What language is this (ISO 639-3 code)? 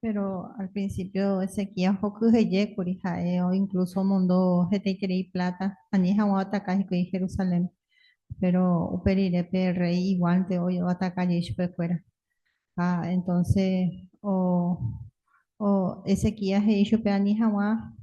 grn